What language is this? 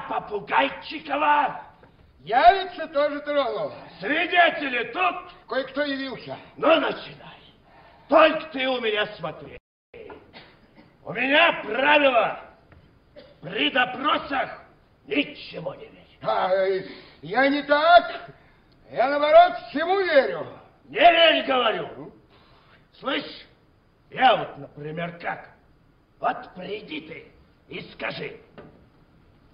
Russian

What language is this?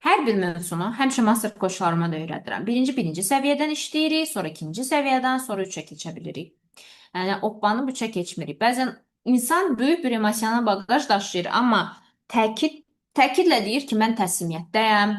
Azerbaijani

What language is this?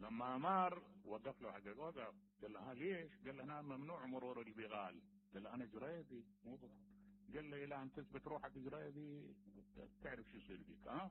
Mesopotamian Arabic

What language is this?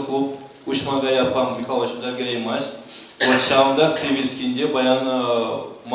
Chuvash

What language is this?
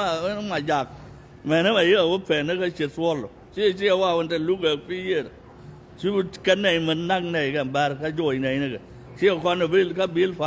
Nuer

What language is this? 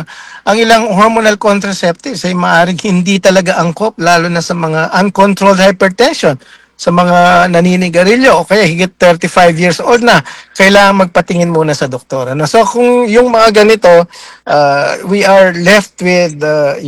Filipino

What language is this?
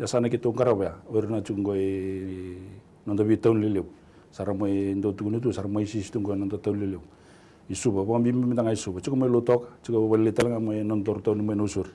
Fijian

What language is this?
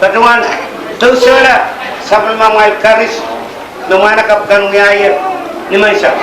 Pohnpeian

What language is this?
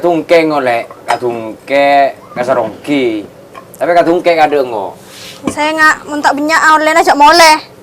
Madurese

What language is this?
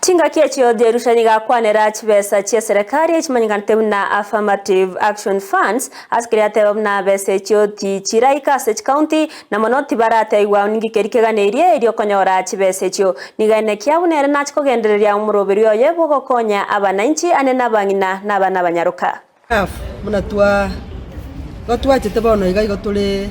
Gusii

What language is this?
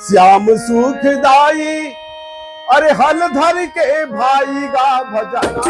Chhattisgarhi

